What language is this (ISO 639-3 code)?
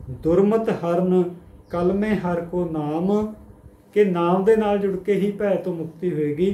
pan